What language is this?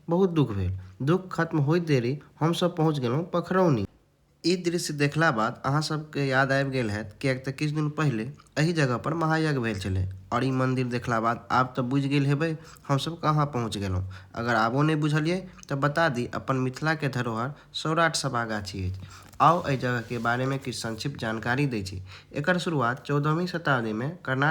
Maithili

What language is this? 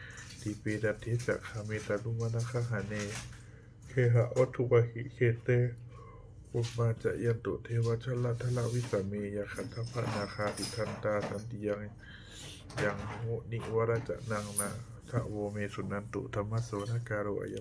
Pali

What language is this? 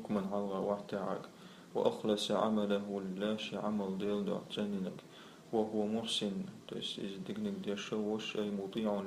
Chechen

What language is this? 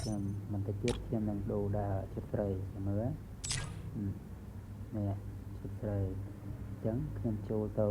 Khmer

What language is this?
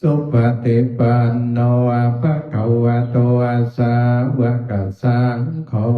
Pali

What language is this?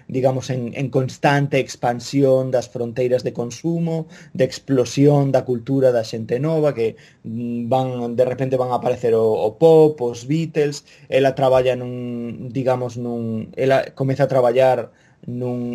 Galician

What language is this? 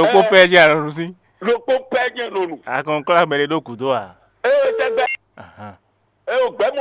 Fon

